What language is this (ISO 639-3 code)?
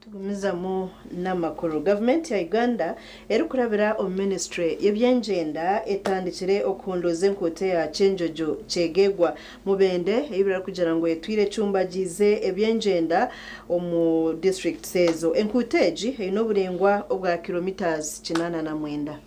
nyn